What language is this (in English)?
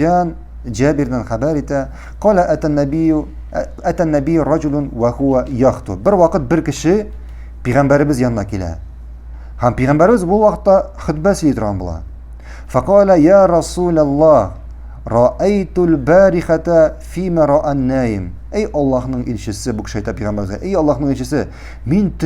Tatar